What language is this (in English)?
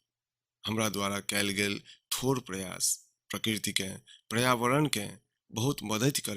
Maithili